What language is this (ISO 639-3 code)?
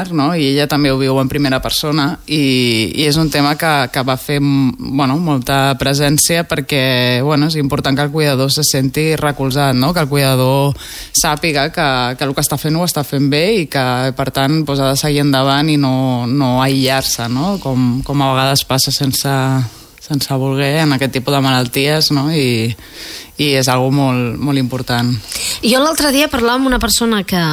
cat